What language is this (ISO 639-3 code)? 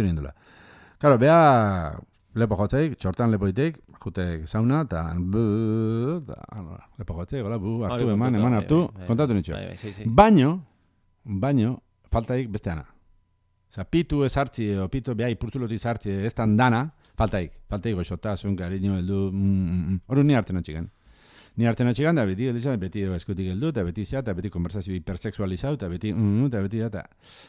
eus